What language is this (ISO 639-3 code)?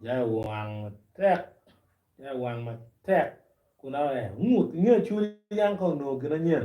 ach